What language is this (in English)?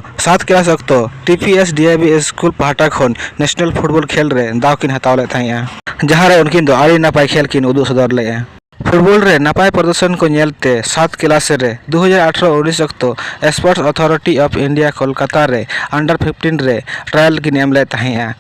Santali